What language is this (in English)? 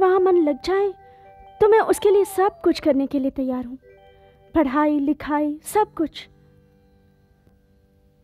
Hindi